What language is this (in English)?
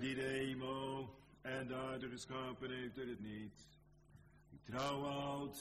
Dutch